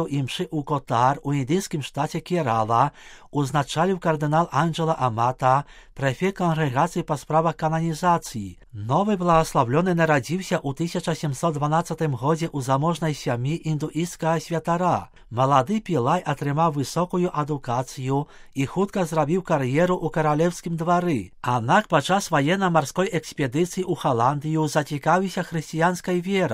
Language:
Belarusian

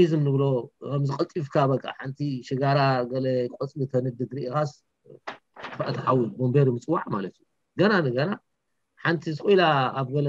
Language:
Tigrinya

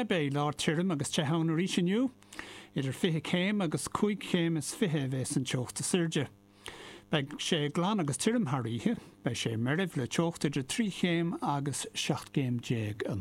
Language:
Irish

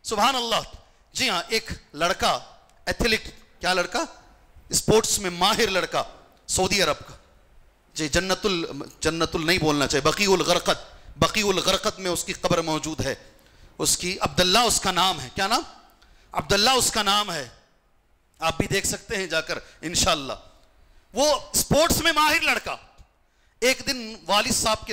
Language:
Urdu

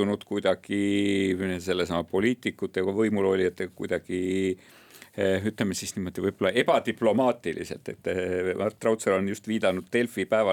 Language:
Estonian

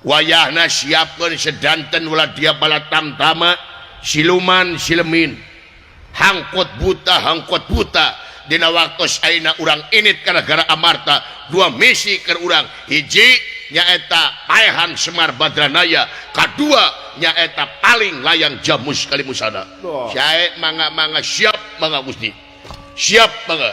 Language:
Sundanese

